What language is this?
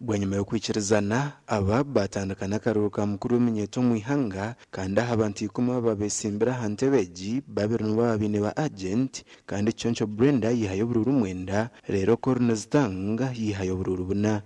Nyankole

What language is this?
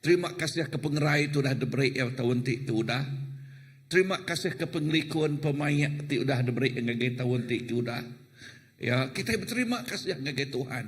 Iban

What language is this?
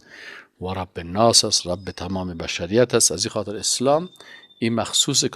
Persian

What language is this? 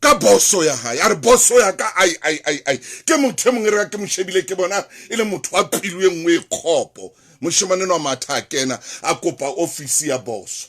Southern Sotho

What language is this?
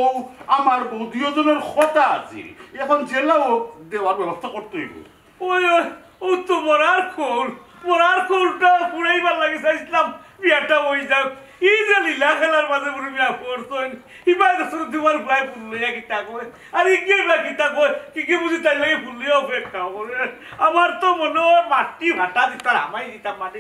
Sylheti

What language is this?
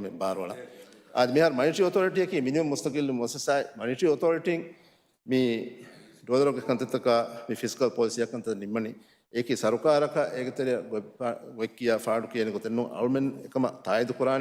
Divehi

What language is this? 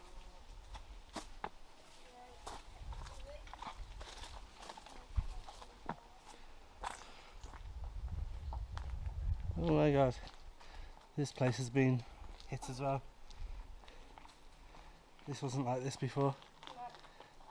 English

